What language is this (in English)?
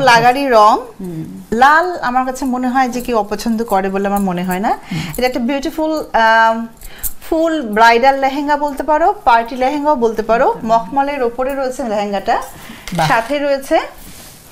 Bangla